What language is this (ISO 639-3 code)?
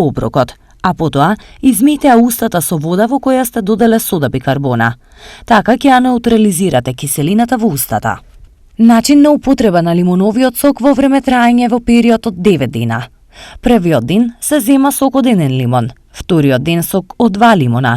mkd